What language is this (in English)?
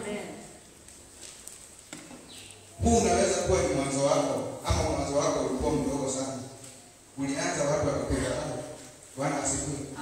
Swahili